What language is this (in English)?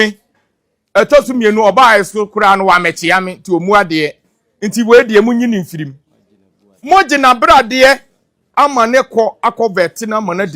Akan